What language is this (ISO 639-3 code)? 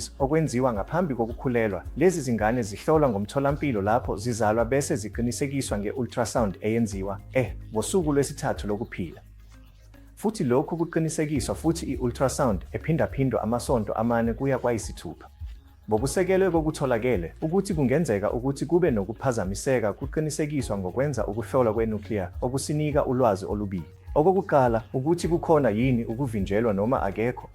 zul